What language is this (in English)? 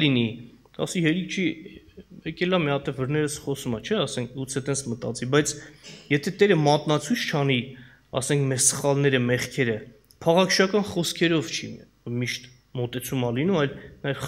Armenian